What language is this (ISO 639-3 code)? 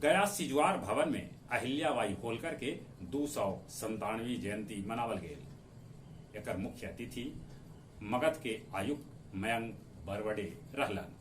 mag